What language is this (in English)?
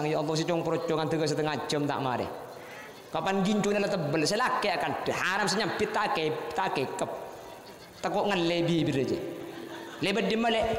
Madurese